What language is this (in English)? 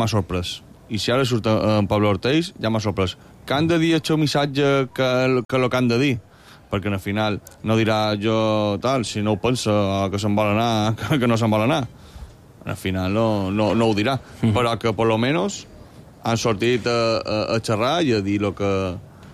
Catalan